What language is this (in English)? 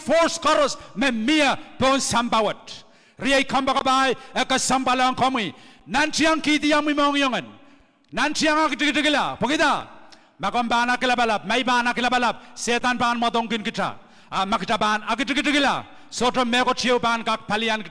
Pohnpeian